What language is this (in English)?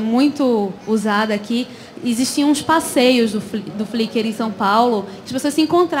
Portuguese